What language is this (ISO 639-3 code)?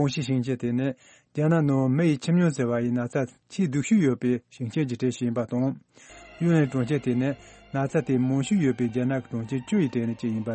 bod